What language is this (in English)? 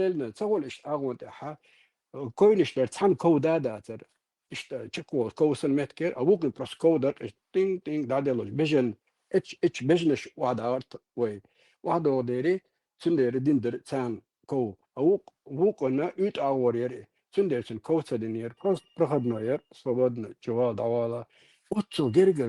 Chechen